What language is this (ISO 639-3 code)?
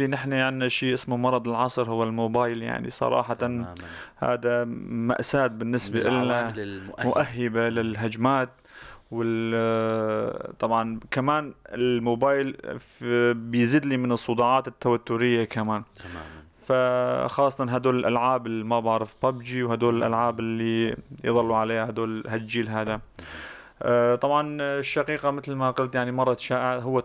apc